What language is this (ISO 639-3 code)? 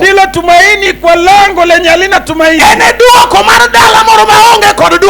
luo